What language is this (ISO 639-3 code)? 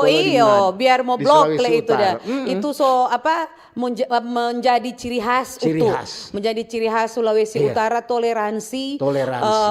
xmm